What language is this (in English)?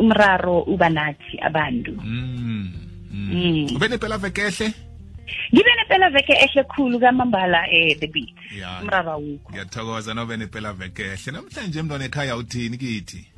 South Ndebele